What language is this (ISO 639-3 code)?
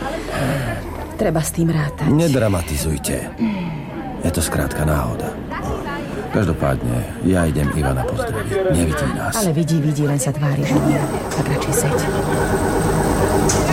slk